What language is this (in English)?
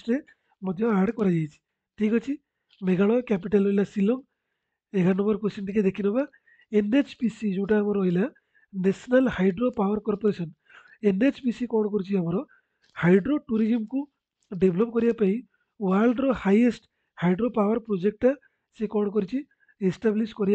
Odia